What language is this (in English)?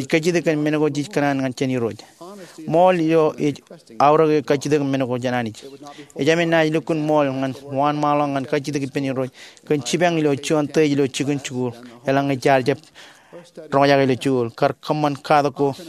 Marshallese